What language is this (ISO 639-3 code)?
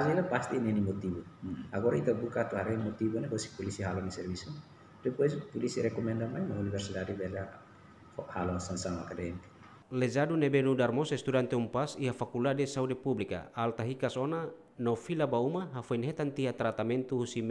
tet